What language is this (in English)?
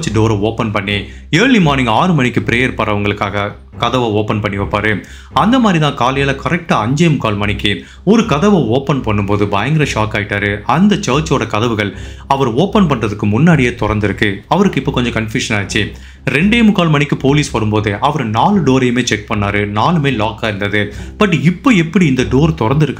Tamil